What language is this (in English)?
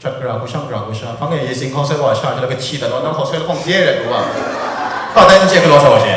Kachin